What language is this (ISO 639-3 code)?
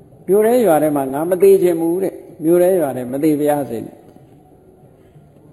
mya